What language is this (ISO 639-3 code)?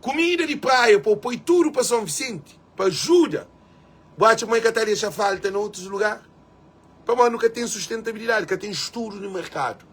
kea